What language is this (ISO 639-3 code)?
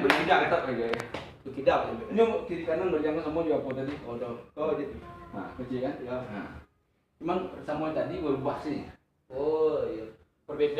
min